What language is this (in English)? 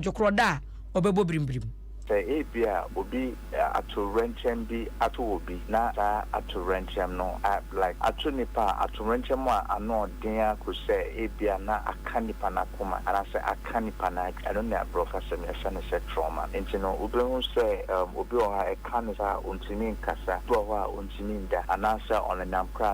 Akan